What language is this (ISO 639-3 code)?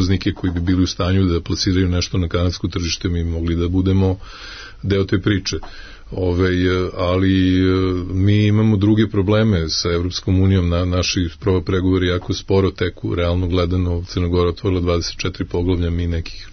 srp